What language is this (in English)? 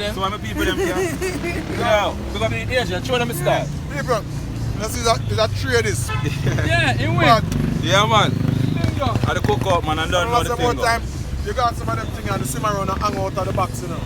Jamaican Creole English